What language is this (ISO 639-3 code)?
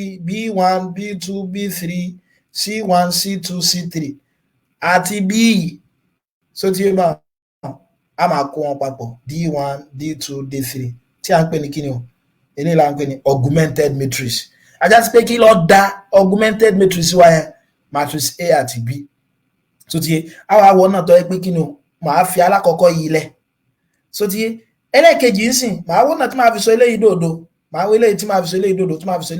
yor